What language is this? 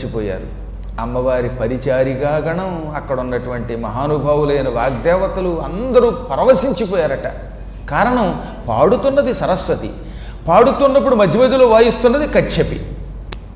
Telugu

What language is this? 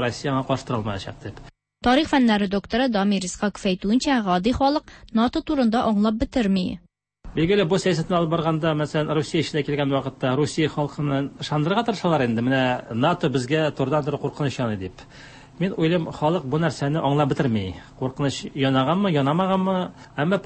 Tatar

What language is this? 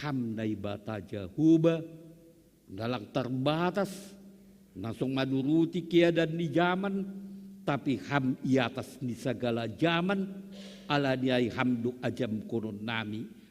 Batak Simalungun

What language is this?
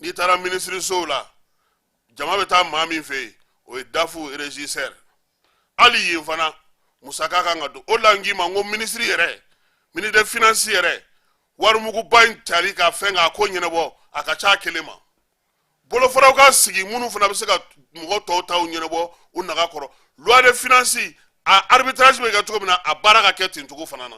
Bambara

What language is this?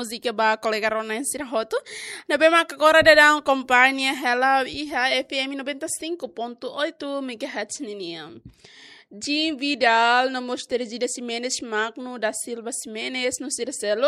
Tetum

